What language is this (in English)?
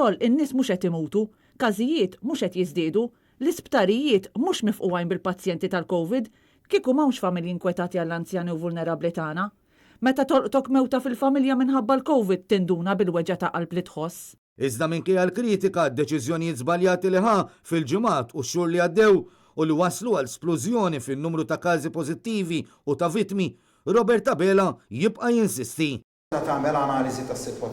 Maltese